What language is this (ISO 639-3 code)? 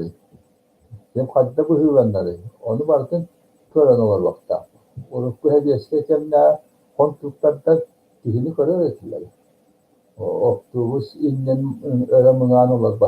sah